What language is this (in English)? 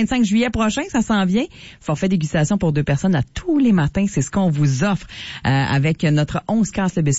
French